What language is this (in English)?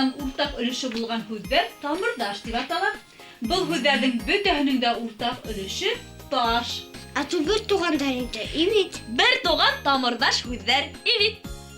Bashkir